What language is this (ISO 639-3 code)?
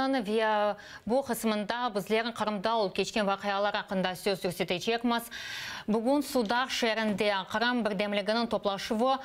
crh